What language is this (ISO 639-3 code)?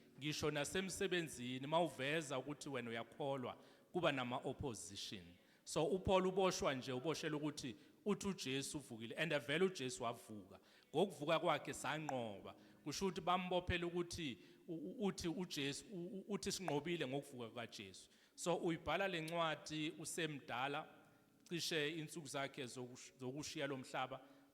zul